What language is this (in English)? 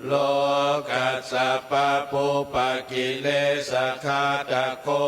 Pali